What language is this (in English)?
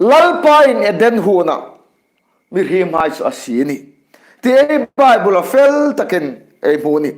Hmar